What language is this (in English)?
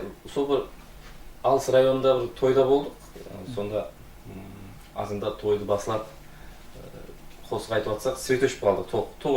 Kara-Kalpak